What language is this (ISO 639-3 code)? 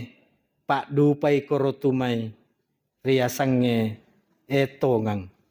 bug